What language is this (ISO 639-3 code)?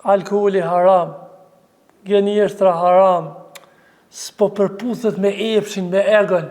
sqi